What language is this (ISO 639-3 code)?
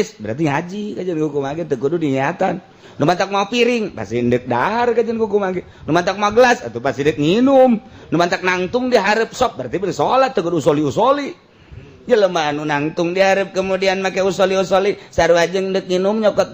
sun